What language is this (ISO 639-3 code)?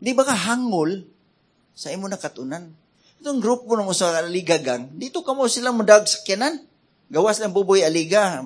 ceb